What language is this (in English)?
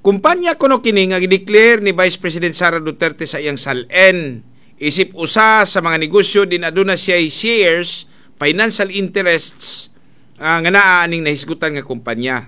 Cebuano